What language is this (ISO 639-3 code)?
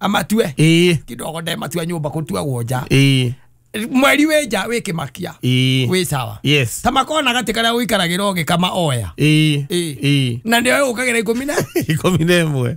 kik